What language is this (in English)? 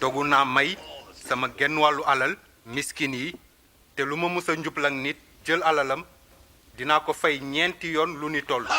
Wolof